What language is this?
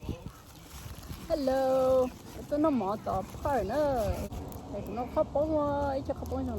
Hmong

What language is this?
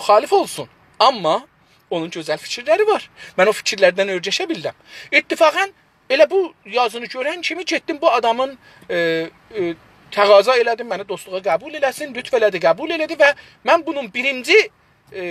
South Azerbaijani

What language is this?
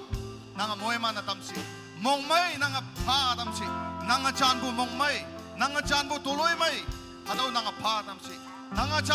Naga Pidgin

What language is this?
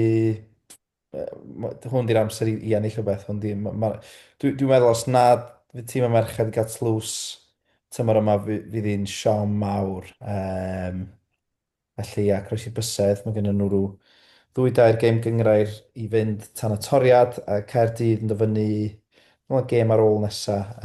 Welsh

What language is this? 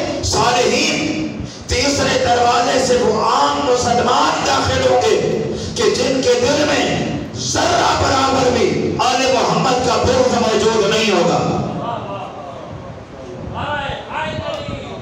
Urdu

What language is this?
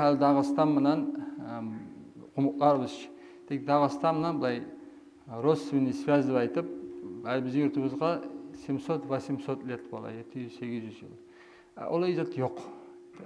Kumyk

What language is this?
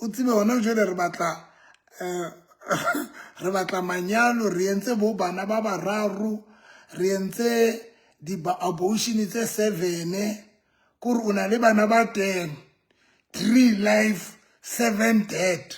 Southern Sotho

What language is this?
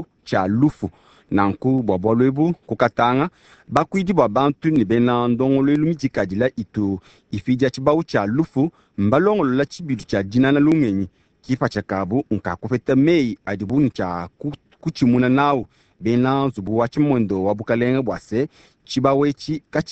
Luba-Lulua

